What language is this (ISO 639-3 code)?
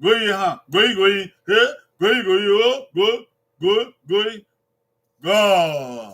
bin